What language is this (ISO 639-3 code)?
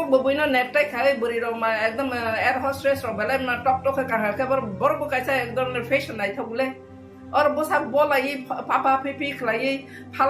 trp